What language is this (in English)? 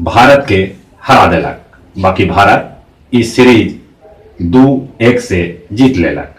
Magahi